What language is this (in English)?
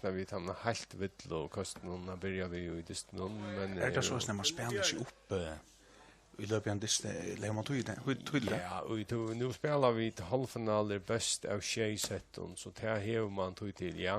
Faroese